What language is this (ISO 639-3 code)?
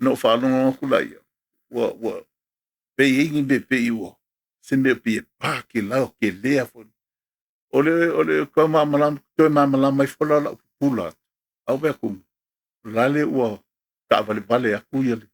smo